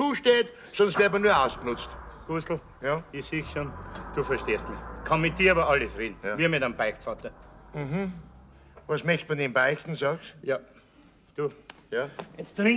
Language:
Bavarian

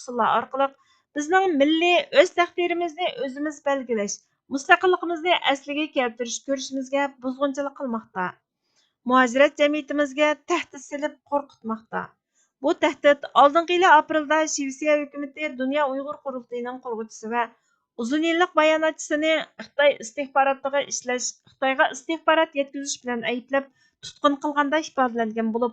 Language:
Uyghur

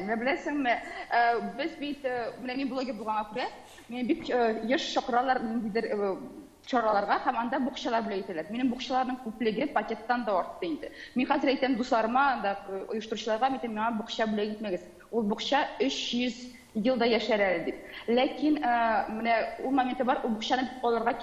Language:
Tatar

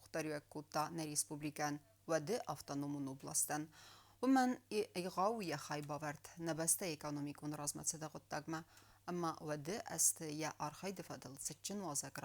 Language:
Ossetic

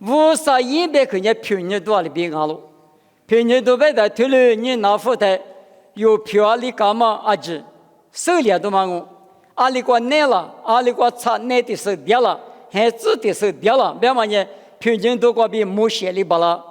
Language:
Lisu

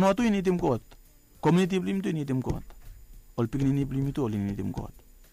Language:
Bislama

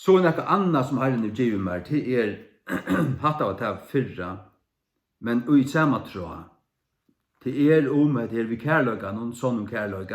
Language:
Faroese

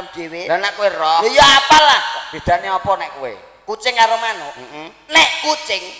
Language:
Javanese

